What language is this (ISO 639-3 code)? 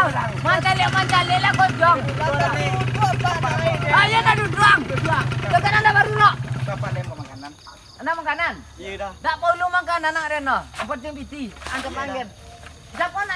min